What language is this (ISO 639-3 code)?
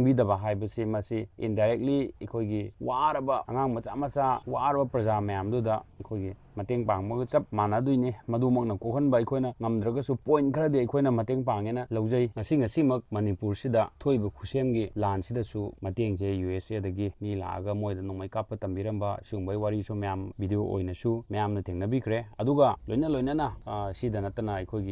mni